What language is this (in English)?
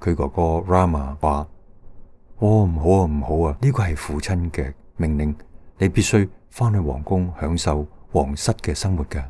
Cantonese